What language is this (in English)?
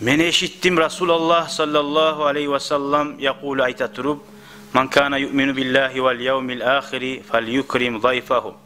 Kumyk